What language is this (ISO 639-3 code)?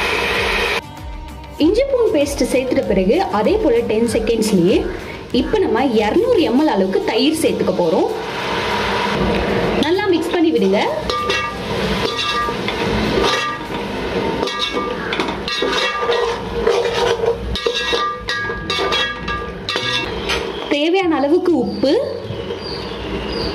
tam